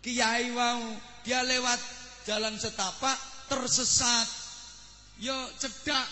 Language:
Javanese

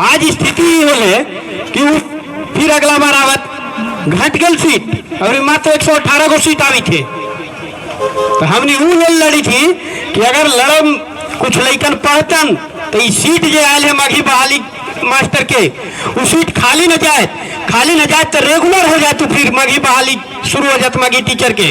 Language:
Magahi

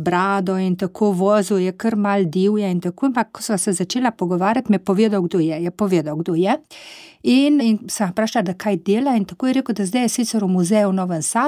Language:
Slovenian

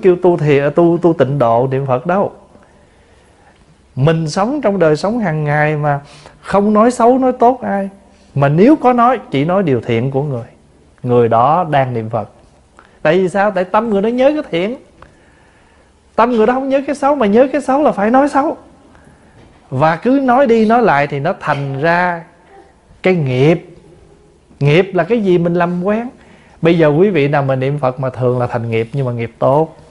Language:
Vietnamese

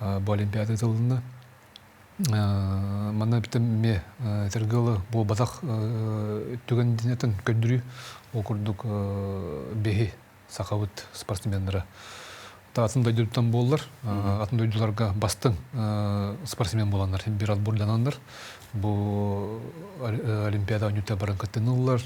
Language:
Yakut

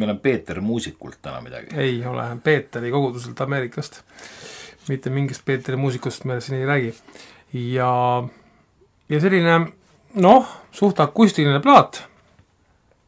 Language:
Estonian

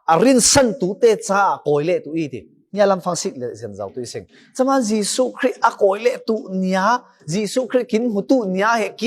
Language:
Falam Chin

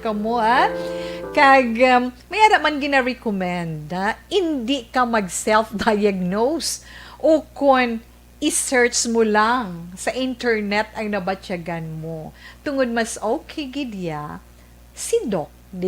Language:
Hiligaynon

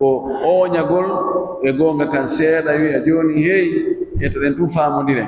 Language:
Pular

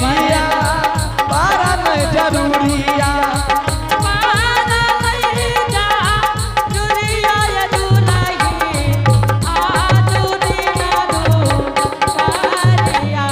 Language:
Angika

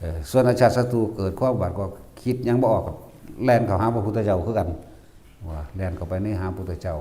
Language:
Northeastern Thai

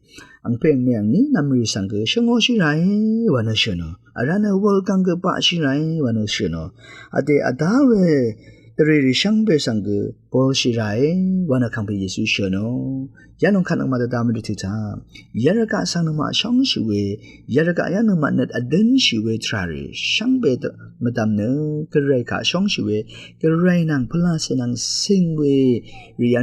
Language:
Rawang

